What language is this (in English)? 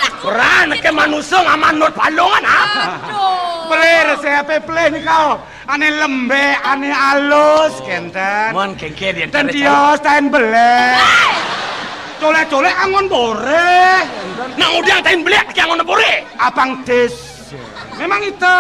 Balinese